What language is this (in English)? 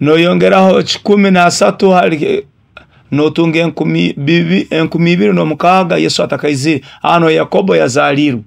Nyoro